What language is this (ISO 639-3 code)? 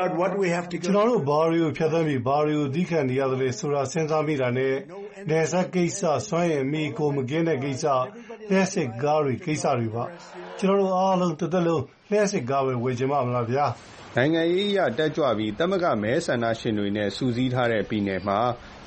mya